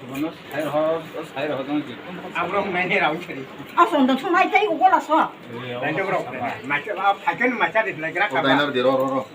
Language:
Kok Borok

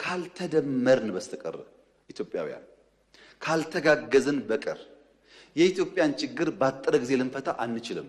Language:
Amharic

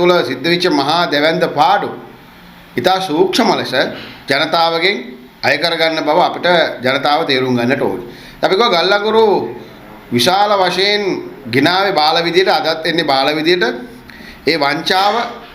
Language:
Sinhala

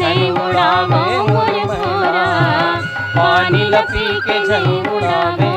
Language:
Chhattisgarhi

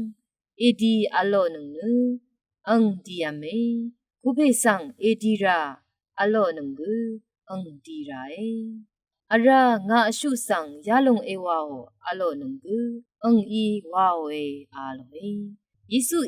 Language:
Rawang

